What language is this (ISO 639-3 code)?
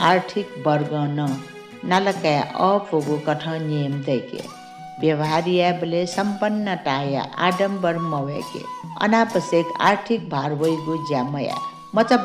new